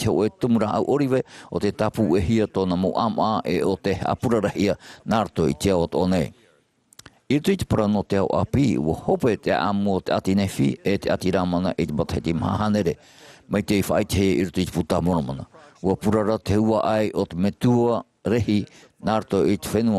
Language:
Tahitian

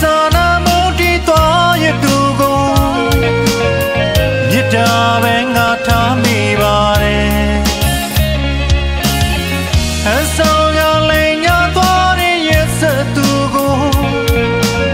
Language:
Burmese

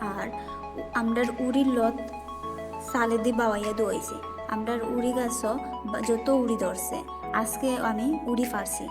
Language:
Sylheti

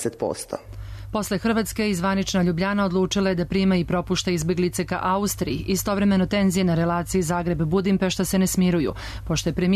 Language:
Serbian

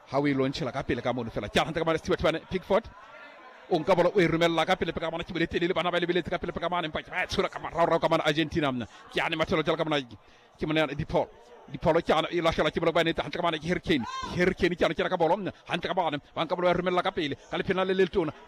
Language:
Southern Sotho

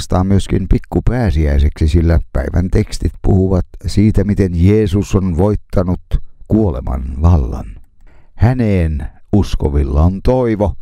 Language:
Finnish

